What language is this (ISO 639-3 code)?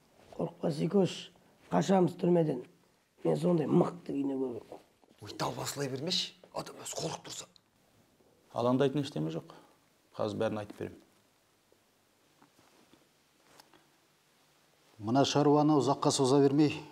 kaz